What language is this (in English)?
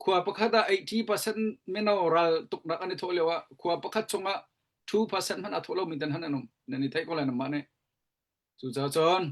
Hakha Chin